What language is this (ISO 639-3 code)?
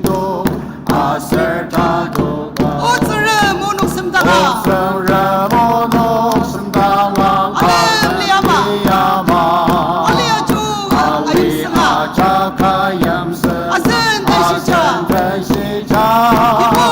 njo